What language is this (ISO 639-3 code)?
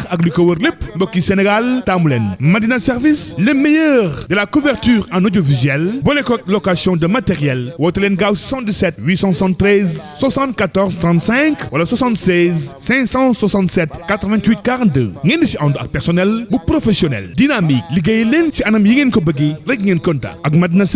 wol